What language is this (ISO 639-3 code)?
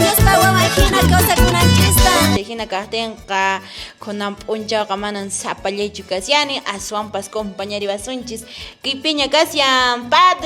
que